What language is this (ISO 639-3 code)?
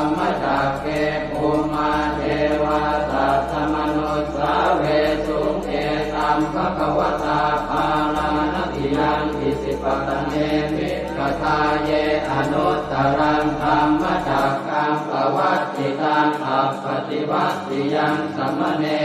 pli